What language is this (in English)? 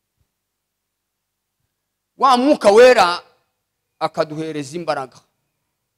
Kinyarwanda